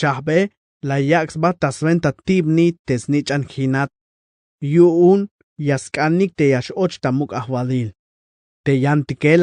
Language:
Tzeltal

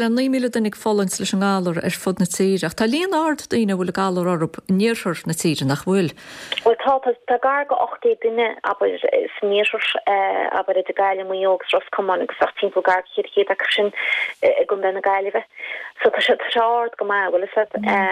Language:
Irish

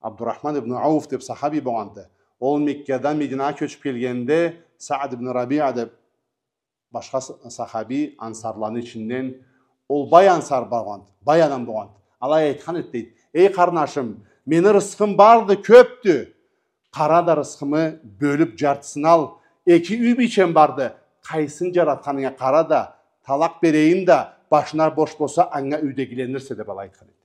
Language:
Karachay-Balkar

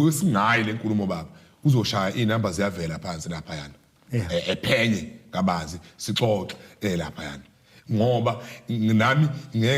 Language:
Zulu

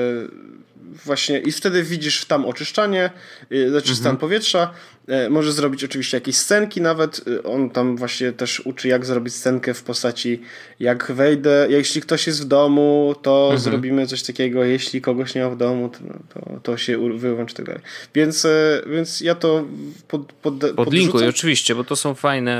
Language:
Polish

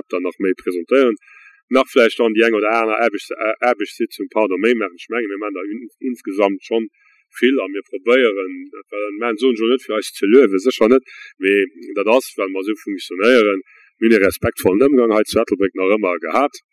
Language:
Luxembourgish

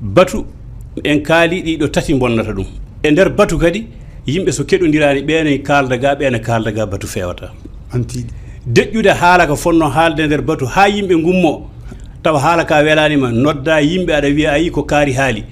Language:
Fula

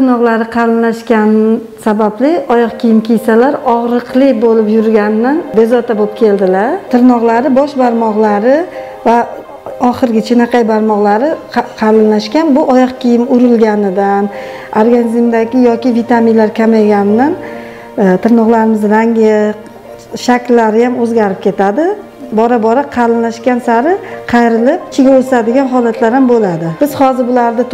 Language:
Uzbek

